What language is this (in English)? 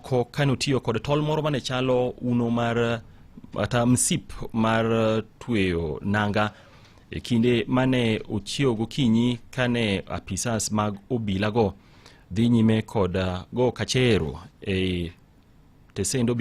Luo (Kenya and Tanzania)